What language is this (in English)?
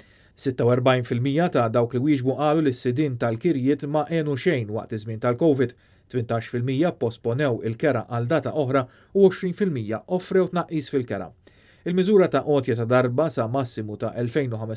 Maltese